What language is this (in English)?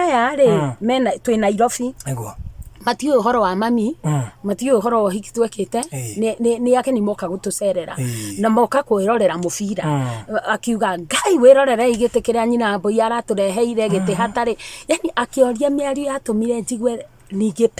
Kikuyu